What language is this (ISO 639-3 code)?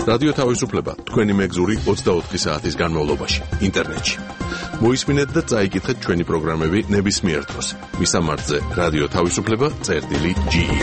kat